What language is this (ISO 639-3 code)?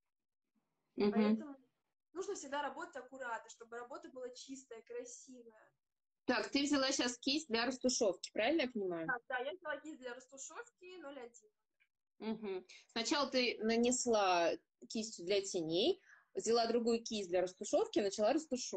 rus